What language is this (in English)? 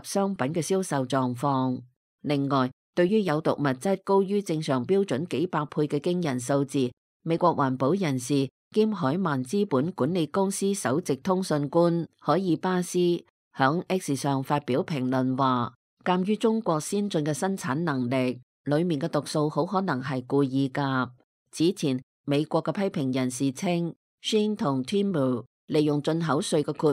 Cantonese